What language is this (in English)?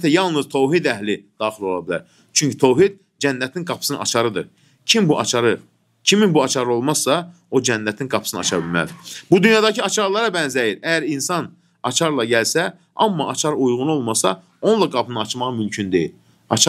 Azerbaijani